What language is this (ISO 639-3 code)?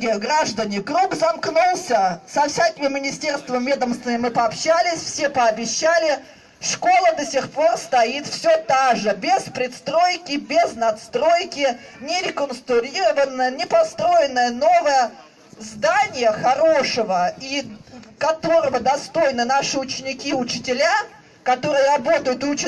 rus